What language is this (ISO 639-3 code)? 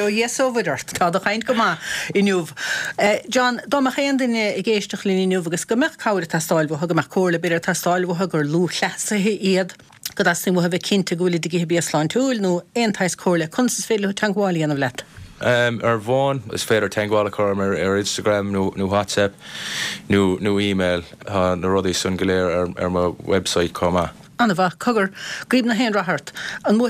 gle